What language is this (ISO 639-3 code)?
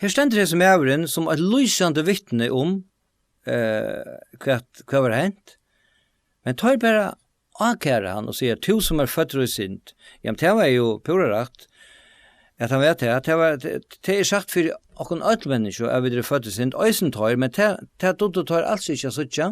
fao